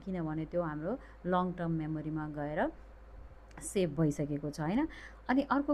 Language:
Nepali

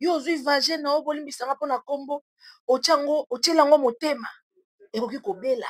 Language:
Lingala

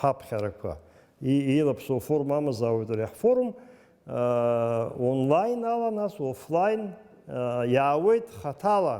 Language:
Abkhazian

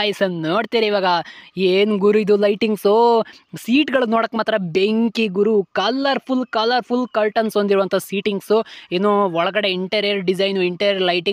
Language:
Kannada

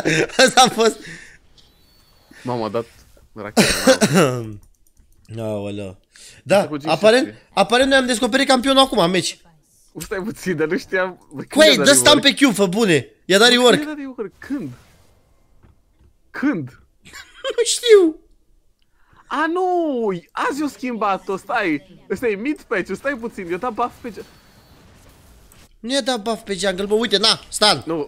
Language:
Romanian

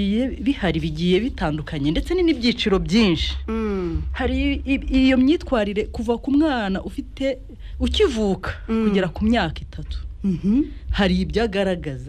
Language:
Kinyarwanda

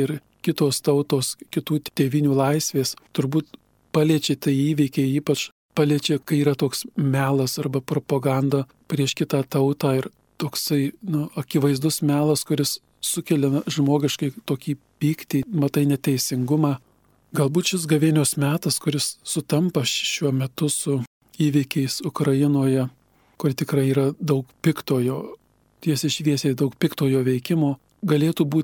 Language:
Lithuanian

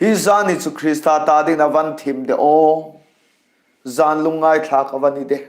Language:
Hmar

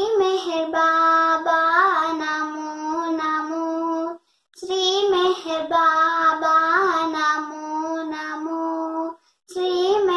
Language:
Telugu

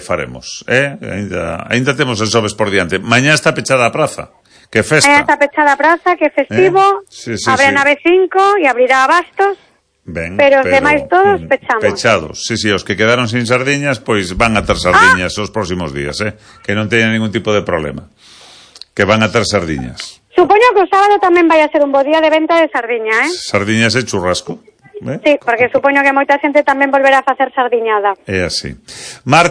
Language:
Galician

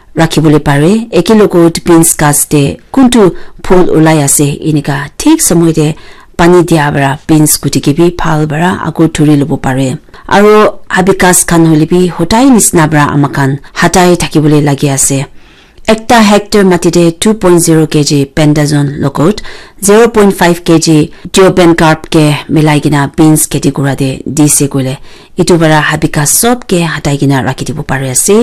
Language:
Naga Pidgin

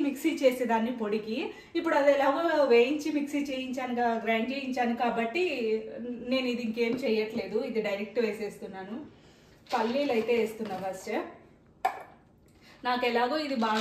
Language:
Telugu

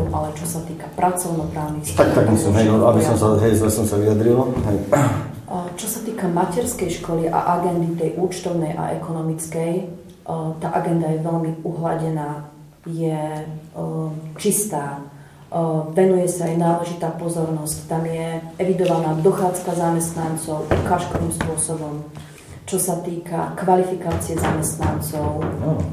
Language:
Slovak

